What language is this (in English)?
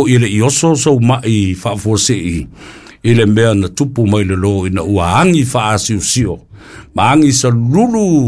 Samoan